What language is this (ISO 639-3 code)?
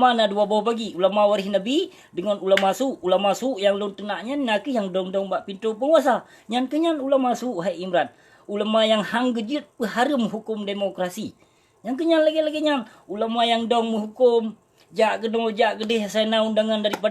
ace